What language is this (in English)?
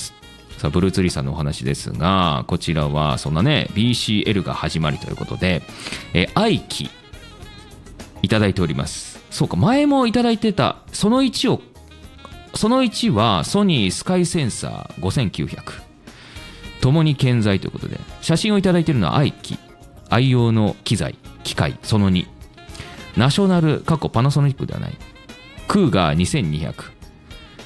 Japanese